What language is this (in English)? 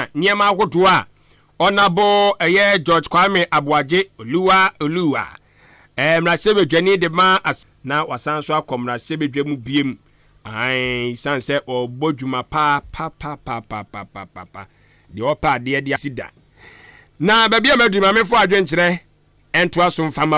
Akan